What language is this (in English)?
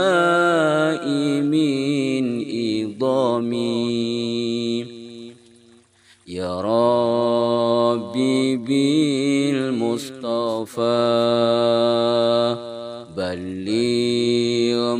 Arabic